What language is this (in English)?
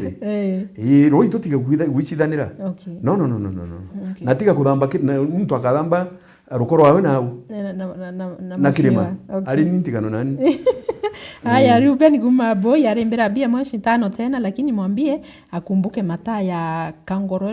Meru